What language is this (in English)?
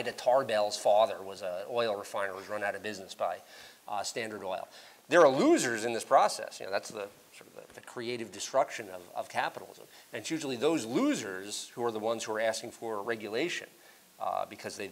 English